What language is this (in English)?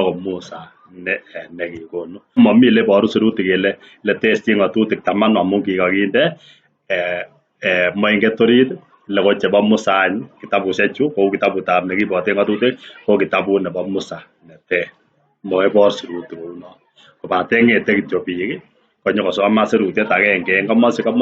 Kalenjin